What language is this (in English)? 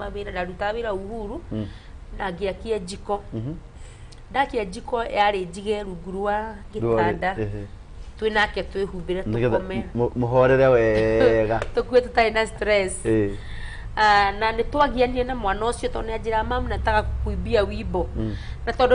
Kikuyu